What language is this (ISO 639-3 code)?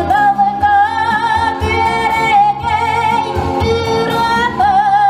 sah